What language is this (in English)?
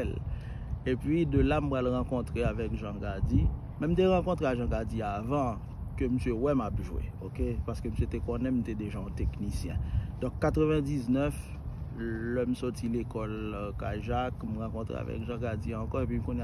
Haitian Creole